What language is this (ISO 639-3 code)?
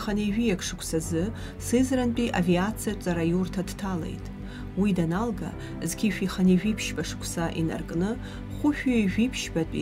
abk